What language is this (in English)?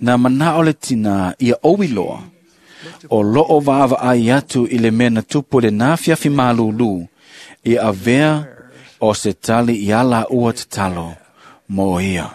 Samoan